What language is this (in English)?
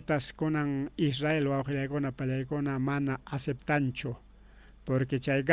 Ayacucho Quechua